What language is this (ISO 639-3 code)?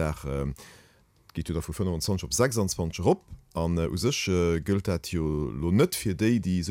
ltz